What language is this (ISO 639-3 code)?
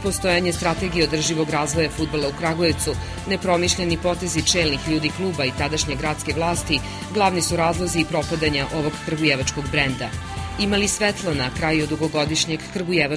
srp